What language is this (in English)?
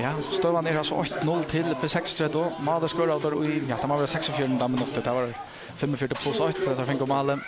Faroese